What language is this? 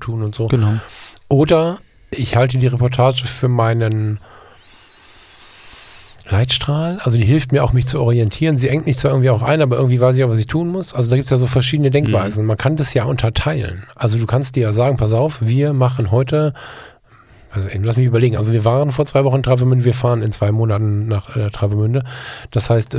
German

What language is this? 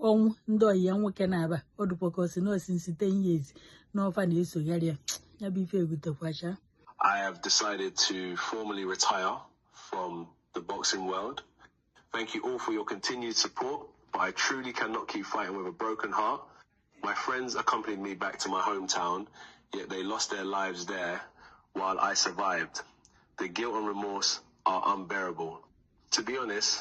Igbo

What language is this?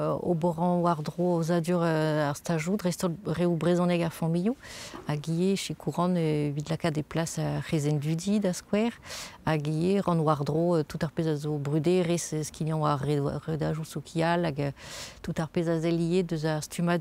Breton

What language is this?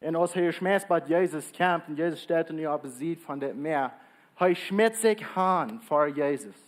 Plautdietsch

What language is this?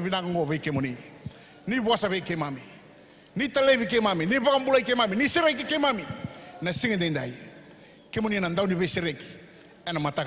Fijian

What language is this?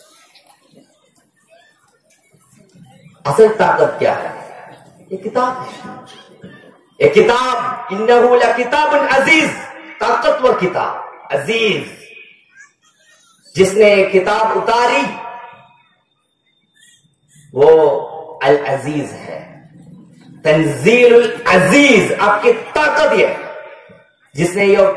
Urdu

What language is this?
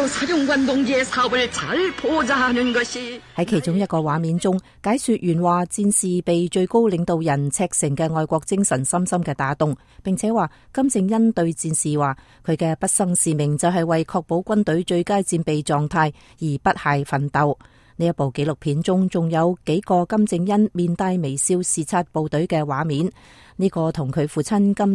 Cantonese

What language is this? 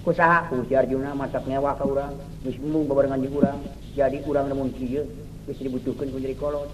Sundanese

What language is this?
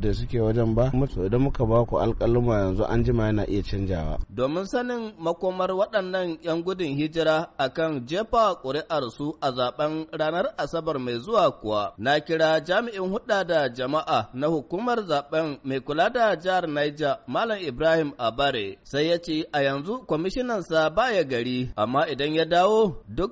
Hausa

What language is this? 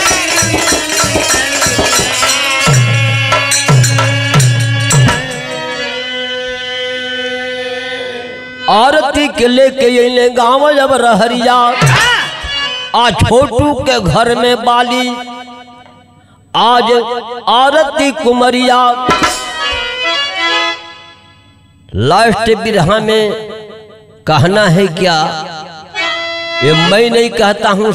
Bhojpuri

